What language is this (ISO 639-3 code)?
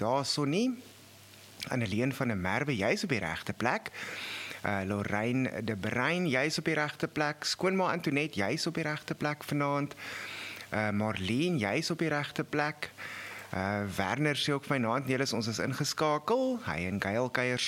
afr